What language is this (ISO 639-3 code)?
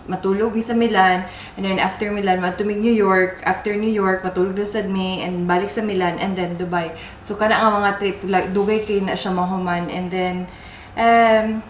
ceb